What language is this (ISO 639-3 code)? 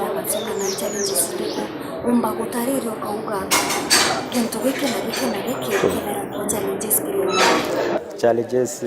mer